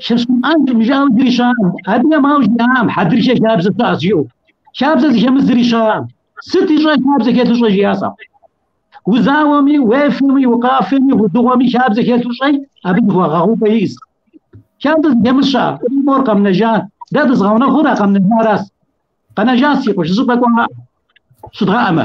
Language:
Kabardian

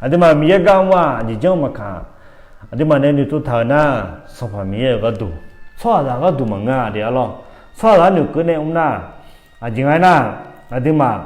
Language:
Akha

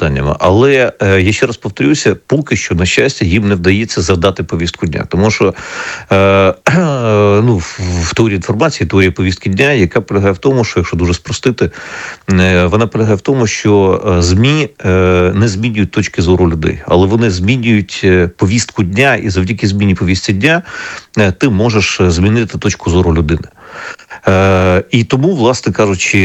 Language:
Ukrainian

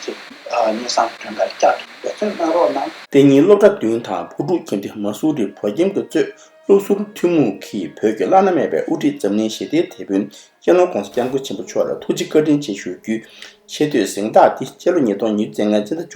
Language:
Tibetan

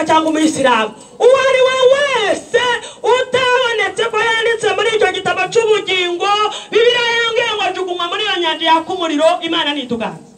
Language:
Kinyarwanda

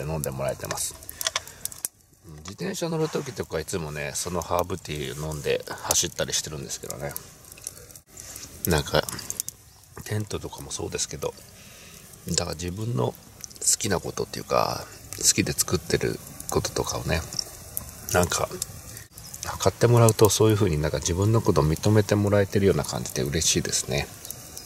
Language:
Japanese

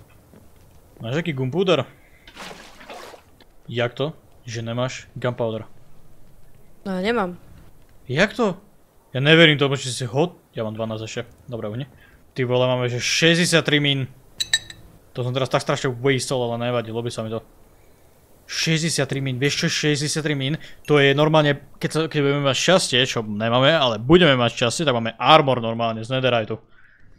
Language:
Slovak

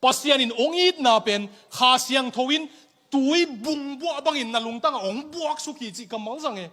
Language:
Tedim Chin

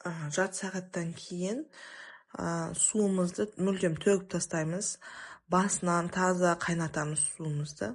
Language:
Kazakh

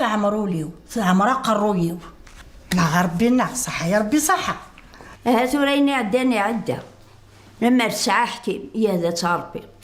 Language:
Kabyle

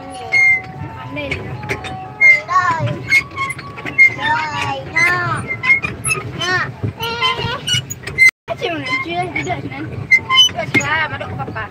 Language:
Minangkabau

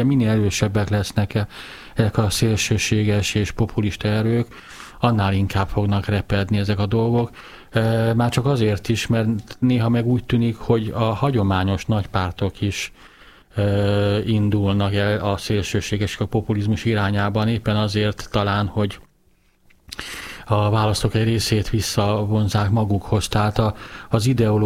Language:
Hungarian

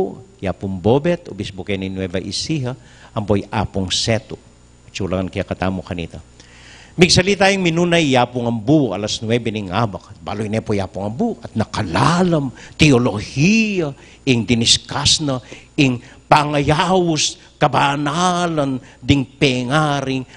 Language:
Pampanga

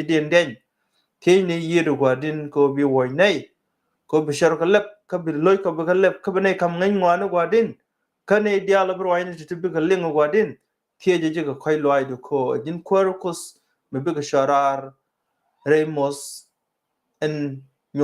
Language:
Nuer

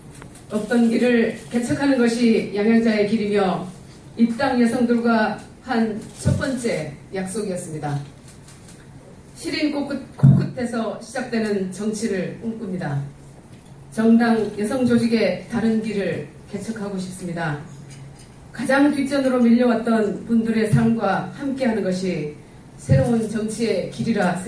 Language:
Korean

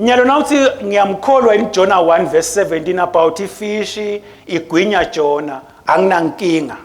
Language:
Swati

